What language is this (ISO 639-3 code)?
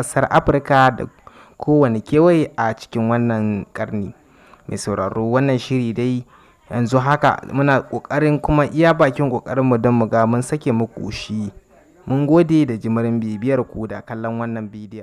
hau